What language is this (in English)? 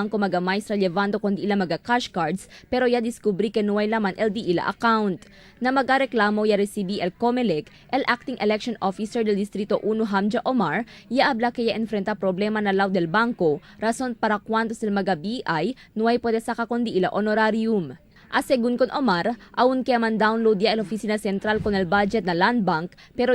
Chavacano